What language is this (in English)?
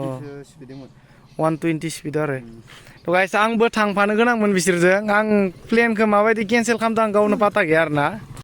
Bodo